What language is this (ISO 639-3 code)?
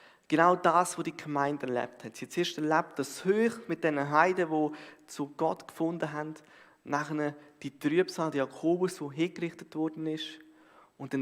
gsw